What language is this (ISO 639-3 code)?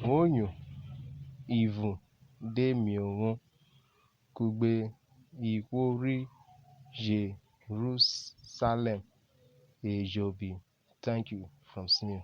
urh